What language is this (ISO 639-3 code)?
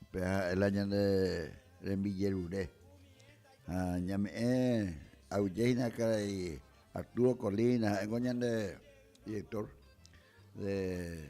grn